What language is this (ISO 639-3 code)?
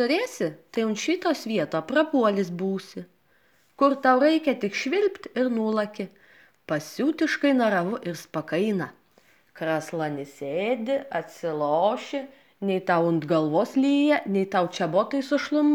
lit